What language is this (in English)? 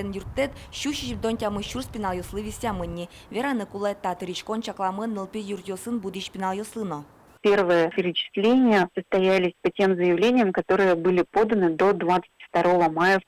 Udmurt